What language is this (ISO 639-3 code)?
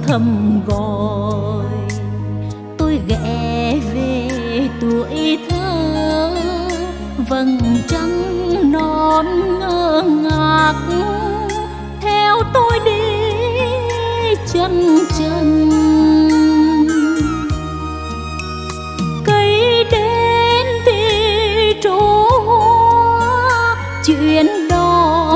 vie